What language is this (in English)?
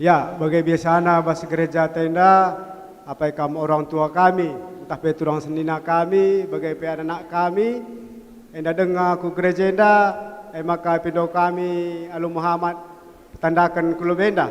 Batak Karo